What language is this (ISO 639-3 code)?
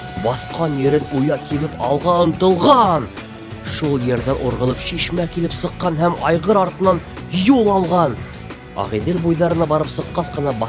bak